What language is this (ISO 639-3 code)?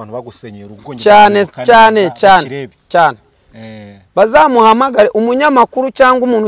kin